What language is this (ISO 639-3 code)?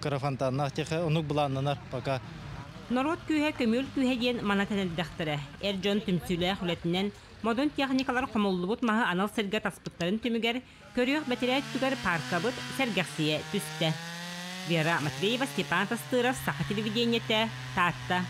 sah